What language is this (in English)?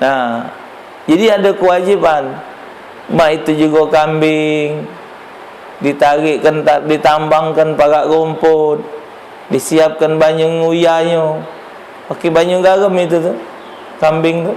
Musi